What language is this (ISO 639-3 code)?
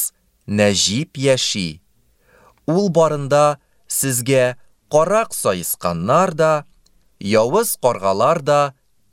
tat